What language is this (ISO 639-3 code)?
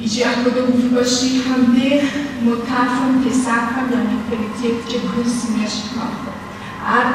kbd